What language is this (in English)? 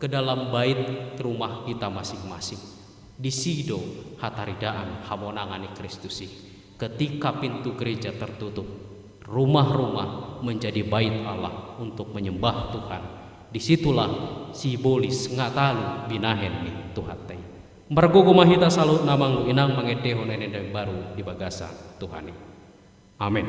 Batak Toba